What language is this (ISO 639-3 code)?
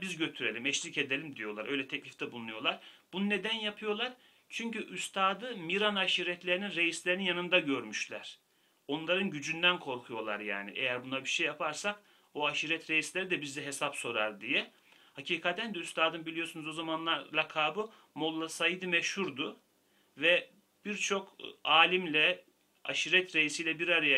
tur